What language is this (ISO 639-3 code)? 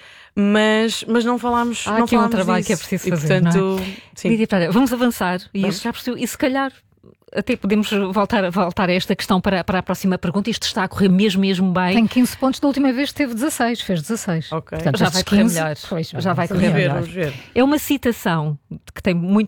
por